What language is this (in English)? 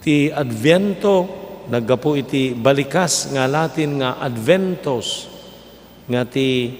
Iloko